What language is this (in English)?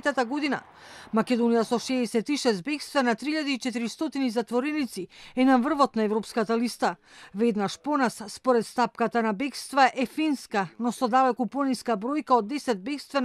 Macedonian